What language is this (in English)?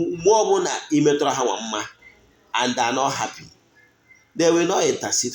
Igbo